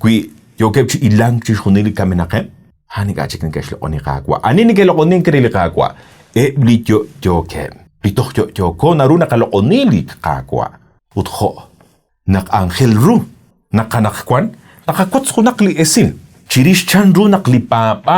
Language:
Kekchí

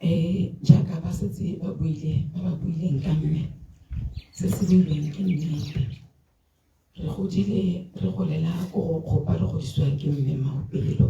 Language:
Tswana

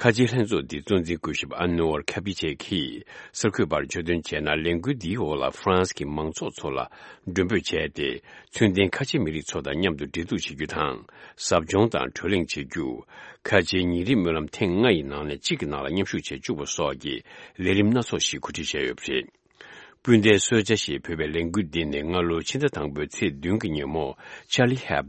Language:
Tibetan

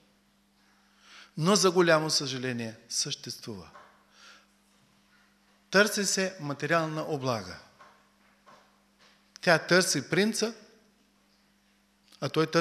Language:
Bulgarian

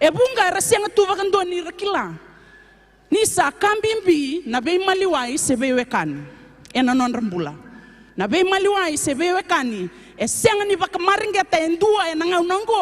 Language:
Fijian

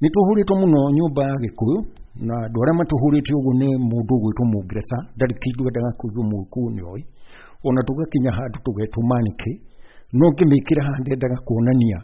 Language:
Kikuyu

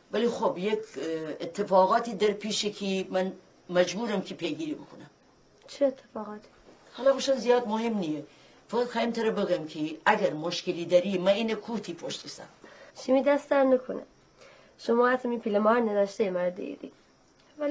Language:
Gilaki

